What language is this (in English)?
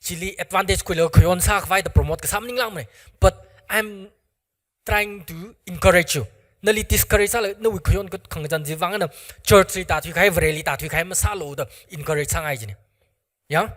Tangkhul Naga (India)